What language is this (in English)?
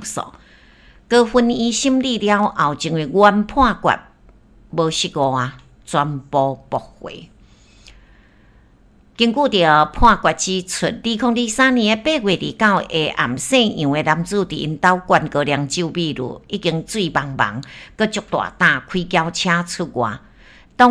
Min Nan Chinese